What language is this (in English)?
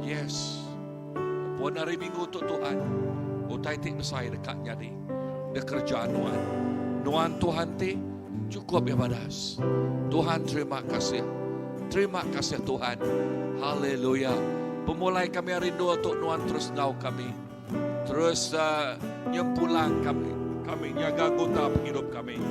Iban